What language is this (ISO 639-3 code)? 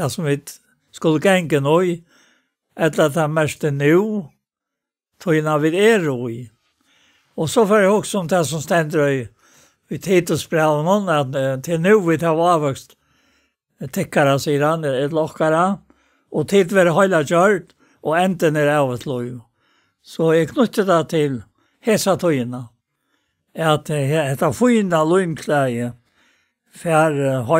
fao